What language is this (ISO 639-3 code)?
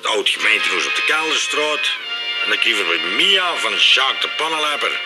lim